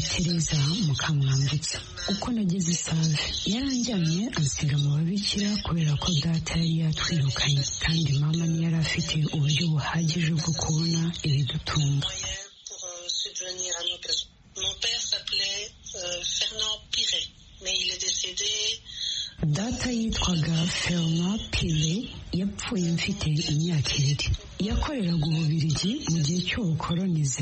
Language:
Kinyarwanda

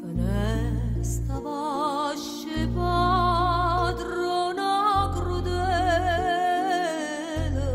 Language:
Neapolitan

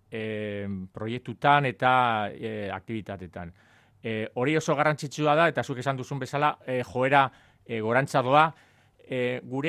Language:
Basque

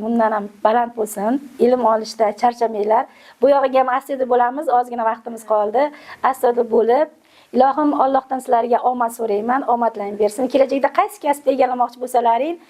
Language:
Uzbek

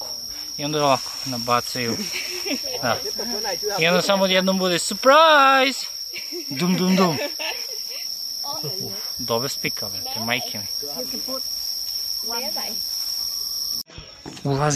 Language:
Serbian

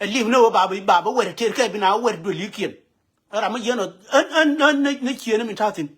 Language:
Nuer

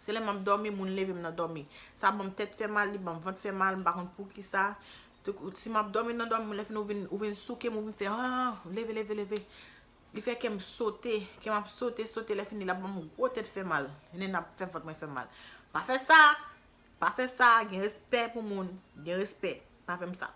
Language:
Haitian Creole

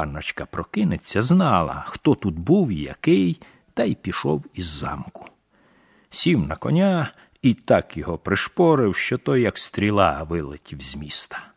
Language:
Ukrainian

